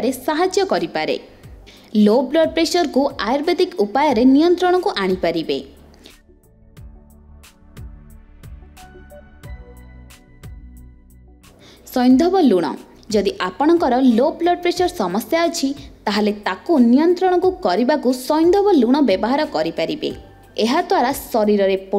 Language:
Odia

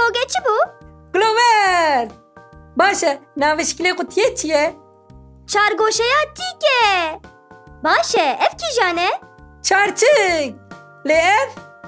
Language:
Kurdish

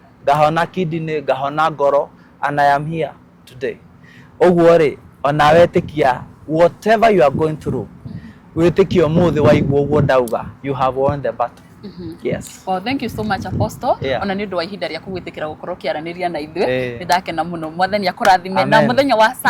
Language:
Kikuyu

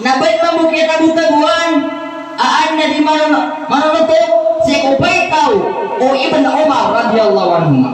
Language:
Maranao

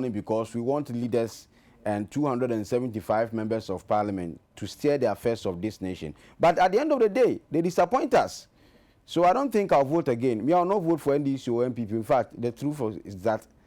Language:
Akan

